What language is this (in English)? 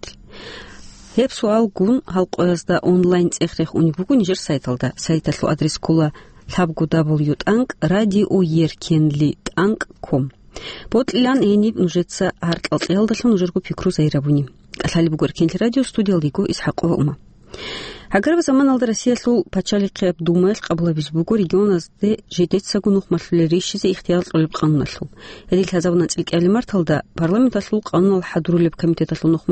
Avaric